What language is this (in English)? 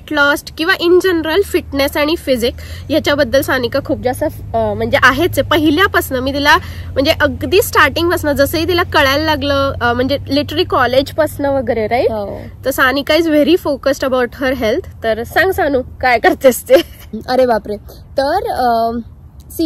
Marathi